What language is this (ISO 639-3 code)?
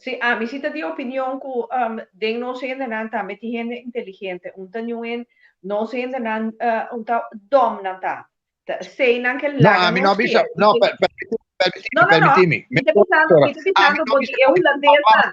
pap